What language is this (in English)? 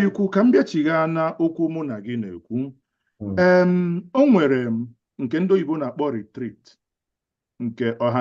Igbo